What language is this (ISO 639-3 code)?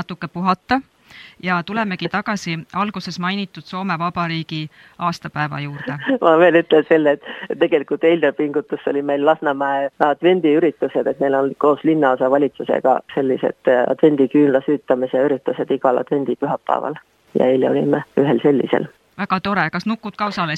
est